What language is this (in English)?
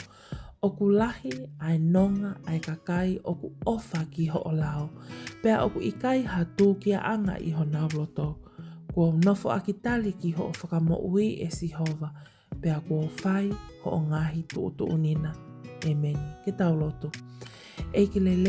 Tongan